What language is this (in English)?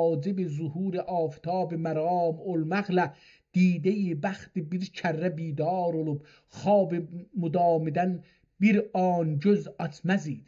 South Azerbaijani